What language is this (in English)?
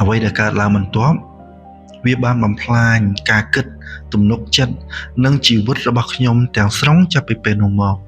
Khmer